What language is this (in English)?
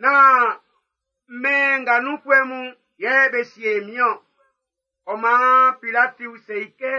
Baoulé